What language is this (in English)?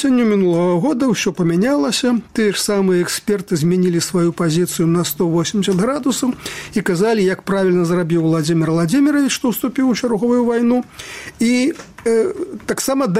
Belarusian